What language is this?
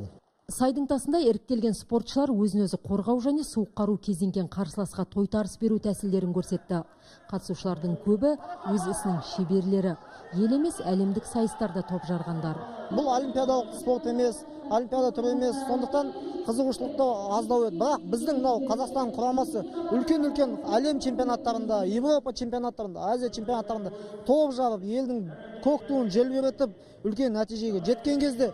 Kazakh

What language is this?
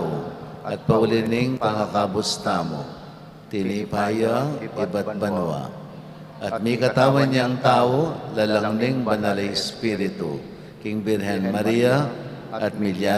Pampanga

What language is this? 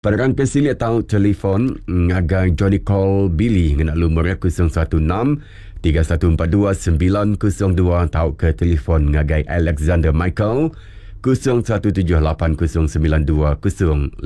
Iban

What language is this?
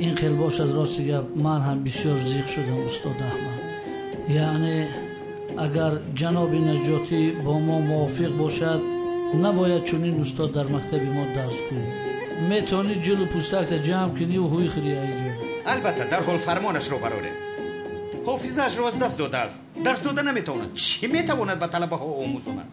Tajik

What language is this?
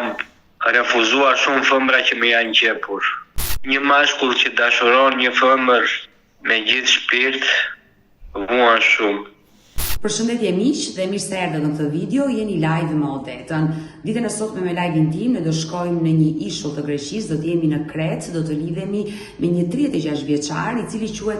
Albanian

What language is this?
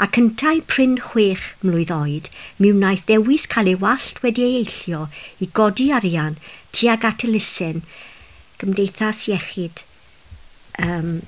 Welsh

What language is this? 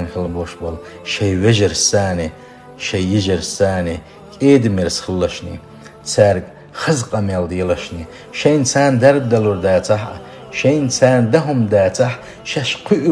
Chechen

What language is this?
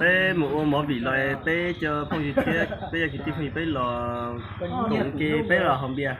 Hmong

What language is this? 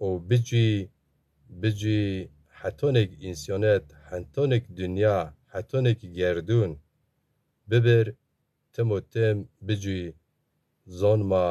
Zaza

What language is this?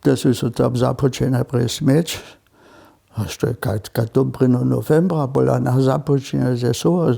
Upper Sorbian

